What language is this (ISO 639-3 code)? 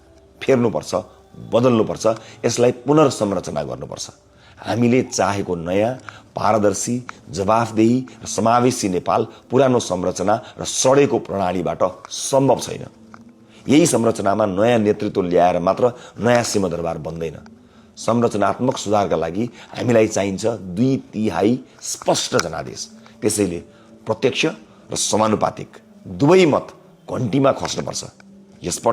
nep